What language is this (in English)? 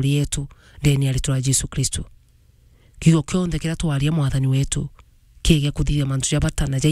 Meru